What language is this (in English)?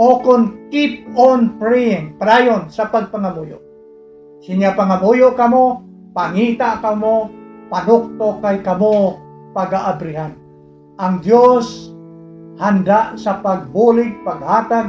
Hiligaynon